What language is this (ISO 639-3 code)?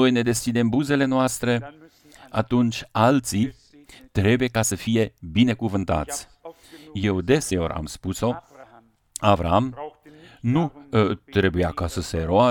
ron